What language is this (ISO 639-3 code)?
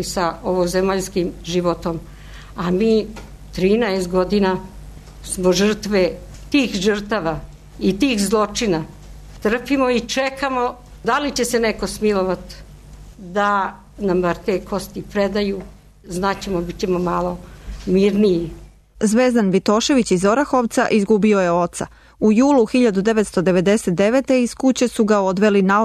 srp